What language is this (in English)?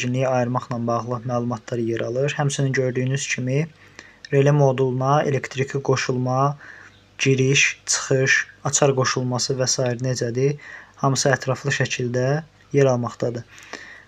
Azerbaijani